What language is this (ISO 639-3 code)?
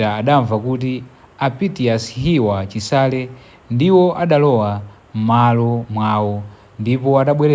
nya